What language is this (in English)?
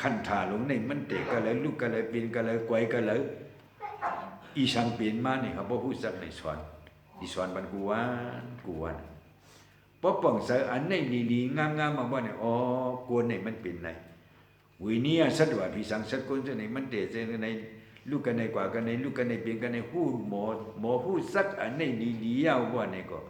Shan